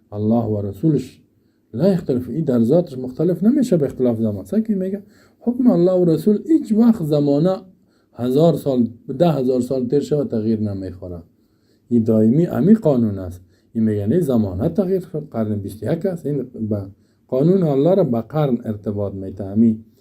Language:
Persian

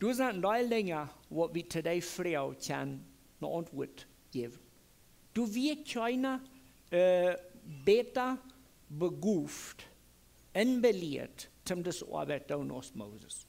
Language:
Plautdietsch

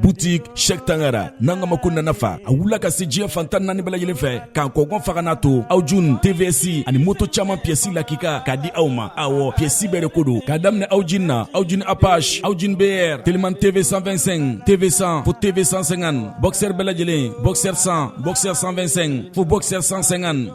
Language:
Bambara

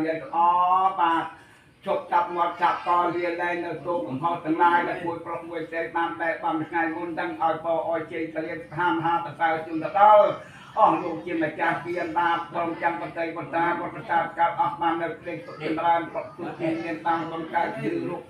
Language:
Khmer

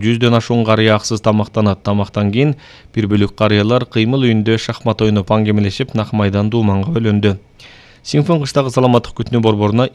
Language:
Kyrgyz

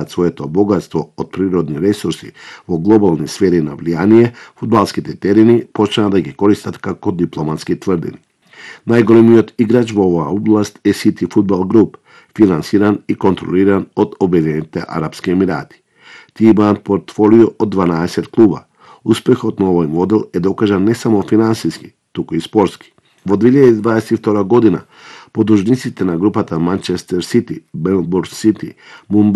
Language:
Macedonian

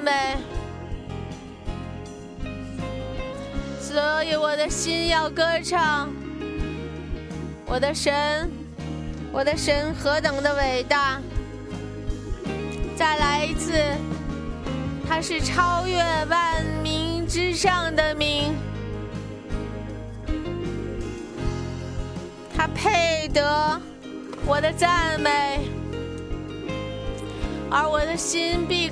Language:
Chinese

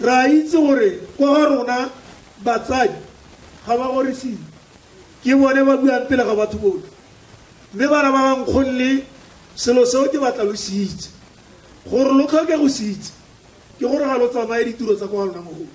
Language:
Tswana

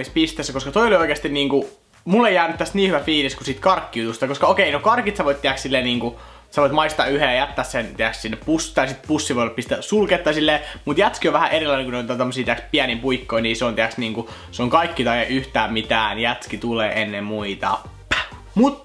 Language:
Finnish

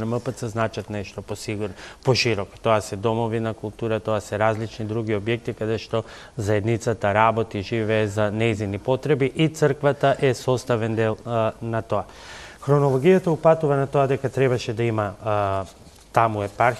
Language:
Macedonian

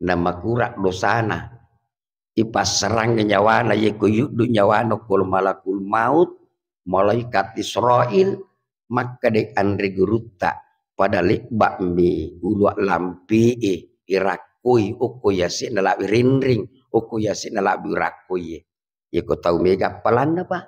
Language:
Buginese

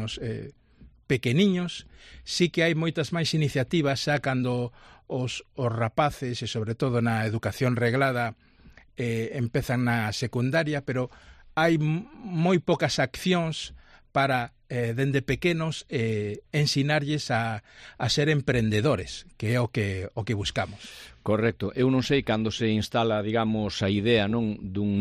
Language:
Galician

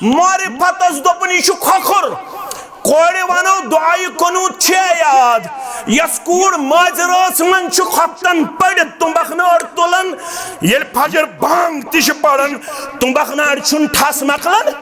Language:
Kashmiri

